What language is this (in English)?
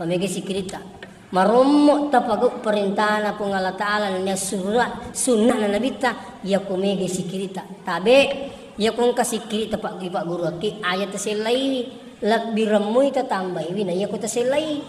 Buginese